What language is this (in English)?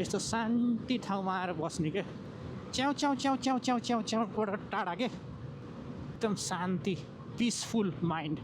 Nepali